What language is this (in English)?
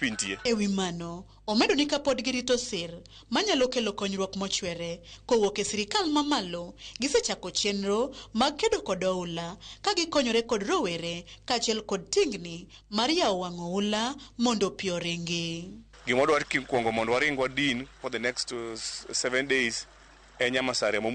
Luo (Kenya and Tanzania)